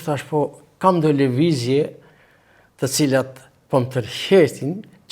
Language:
Albanian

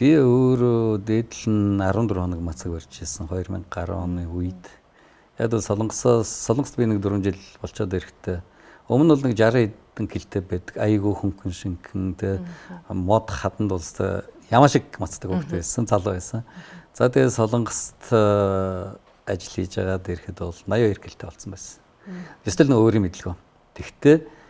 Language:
Mongolian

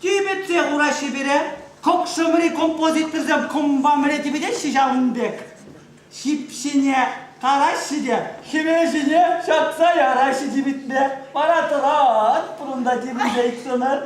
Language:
Chuvash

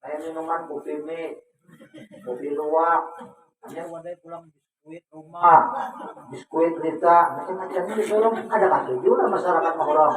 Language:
Banjar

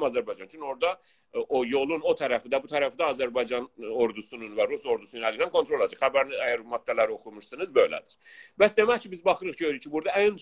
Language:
South Azerbaijani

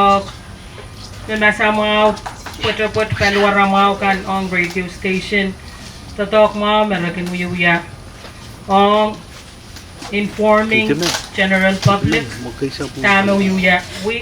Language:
Pohnpeian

